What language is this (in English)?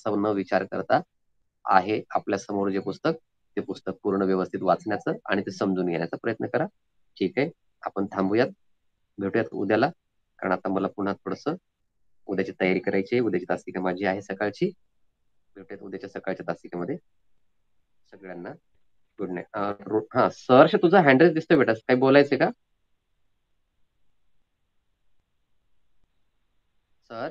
Marathi